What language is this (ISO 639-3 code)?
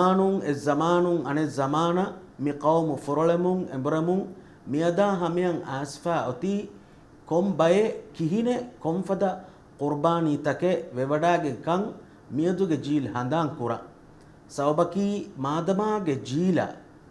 div